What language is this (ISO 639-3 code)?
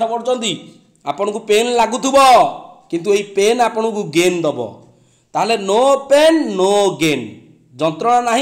ori